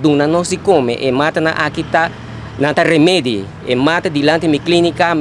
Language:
Papiamento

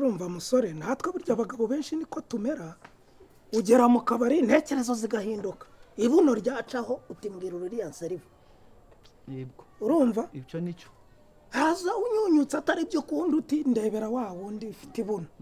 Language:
Kinyarwanda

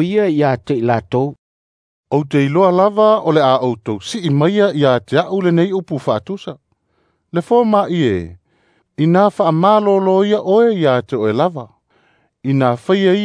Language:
Samoan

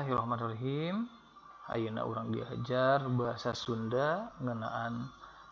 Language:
Sundanese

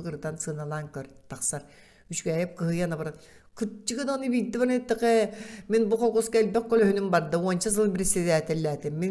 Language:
Yakut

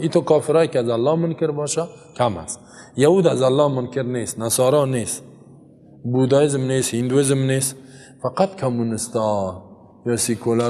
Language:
Persian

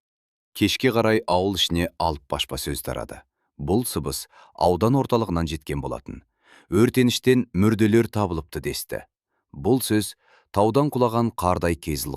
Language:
Kazakh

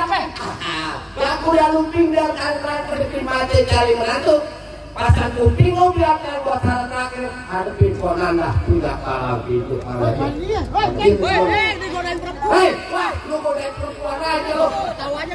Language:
Betawi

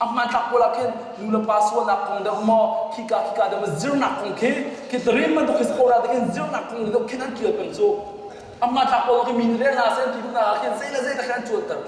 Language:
Hakha Chin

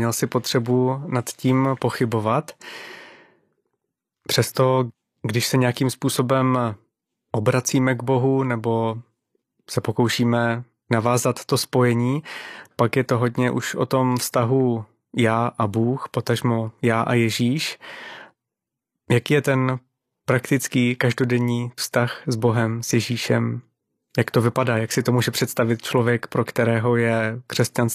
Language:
Czech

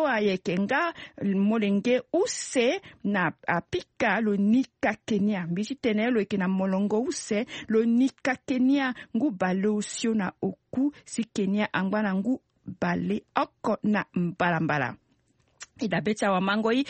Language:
Sango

